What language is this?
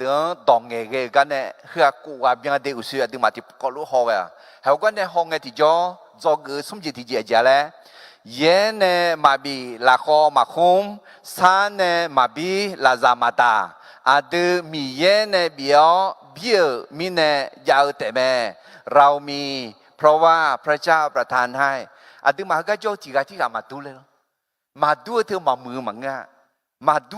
Akha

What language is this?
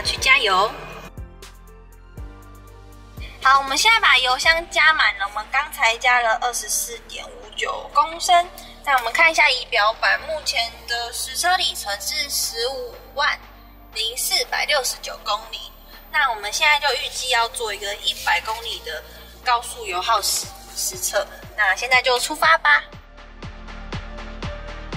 Chinese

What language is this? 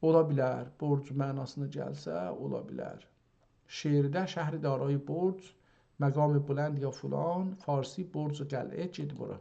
South Azerbaijani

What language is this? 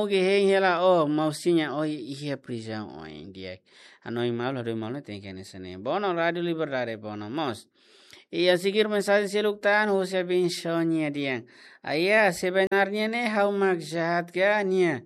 Tetum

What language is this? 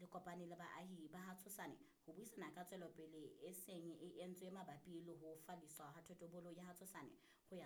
Southern Sotho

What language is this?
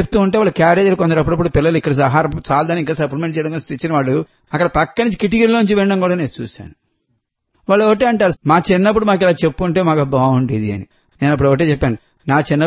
Telugu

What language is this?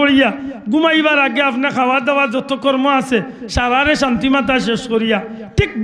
Sylheti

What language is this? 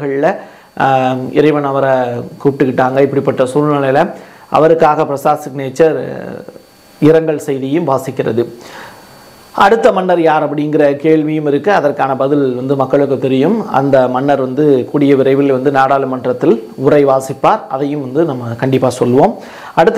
Tamil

